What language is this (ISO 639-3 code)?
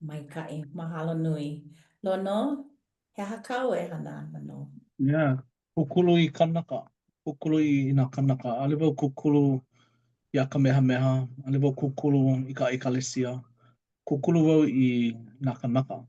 haw